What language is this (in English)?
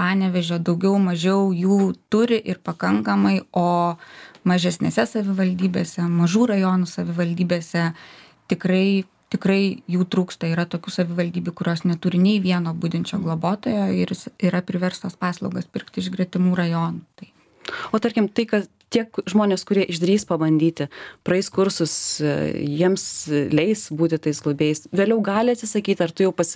Lithuanian